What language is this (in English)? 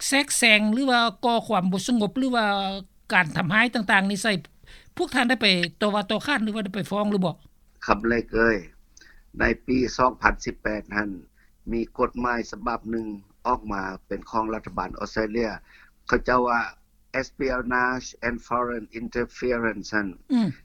Lao